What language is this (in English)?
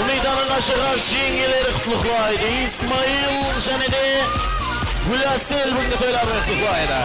Kara-Kalpak